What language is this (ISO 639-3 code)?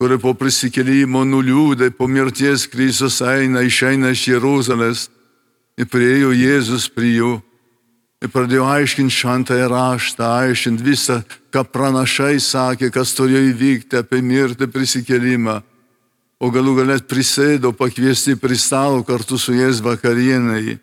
lit